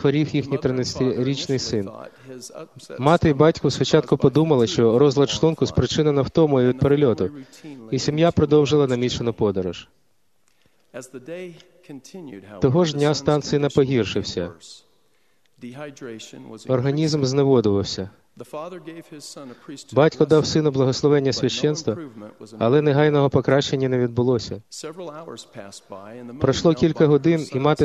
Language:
Ukrainian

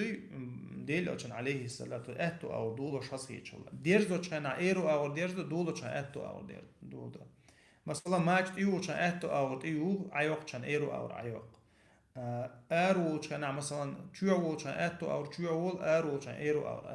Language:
Chechen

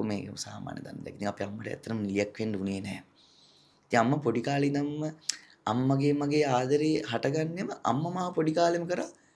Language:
Sinhala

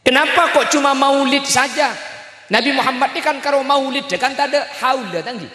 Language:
Madurese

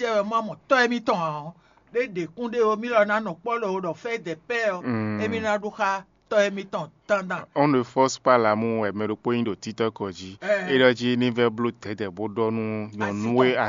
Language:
Fon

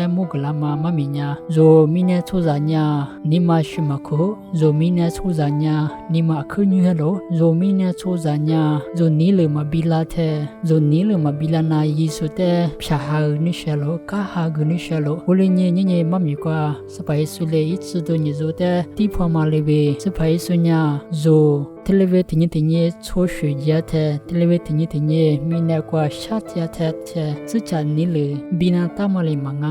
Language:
Lisu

